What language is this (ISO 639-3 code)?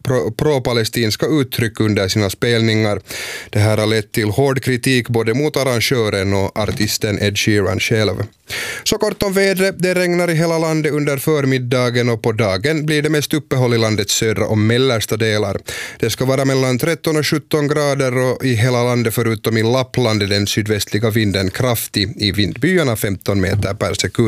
swe